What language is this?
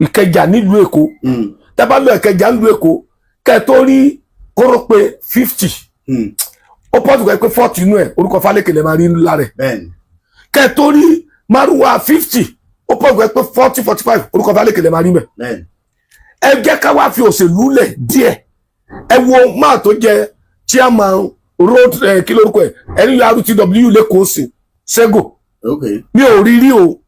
Yoruba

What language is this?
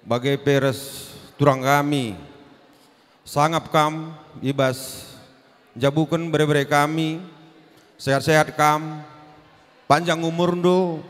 Batak Karo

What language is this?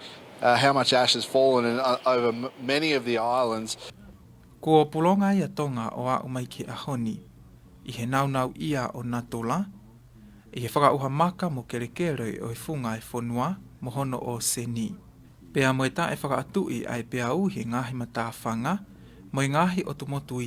Tongan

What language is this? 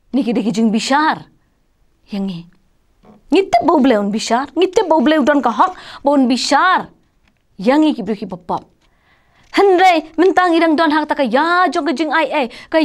Khasi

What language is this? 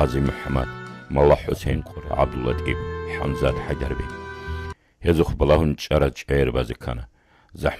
Avaric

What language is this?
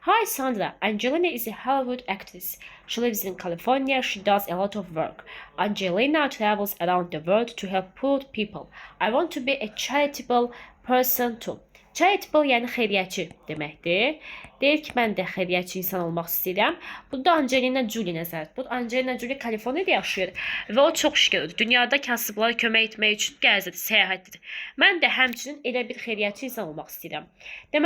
Azerbaijani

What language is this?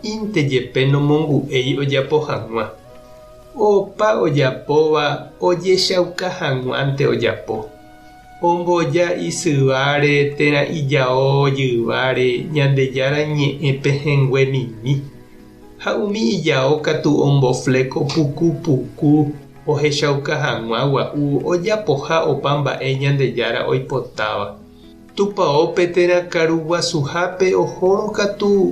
Guarani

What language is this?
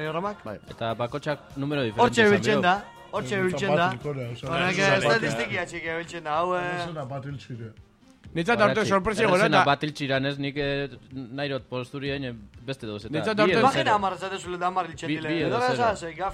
Basque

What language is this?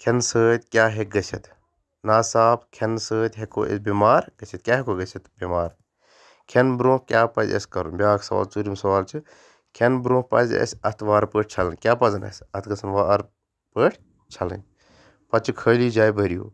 Kashmiri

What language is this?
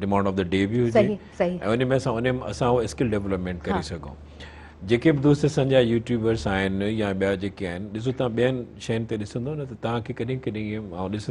Sindhi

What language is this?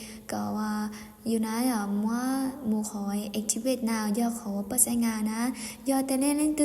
Hmong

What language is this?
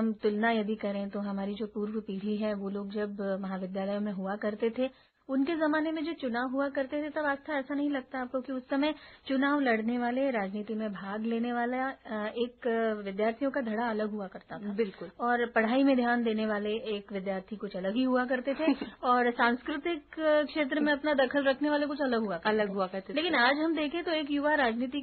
Hindi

